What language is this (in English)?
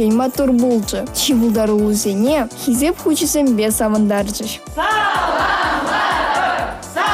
Chuvash